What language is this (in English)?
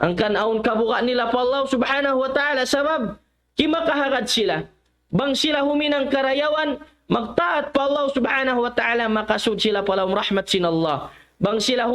Tausug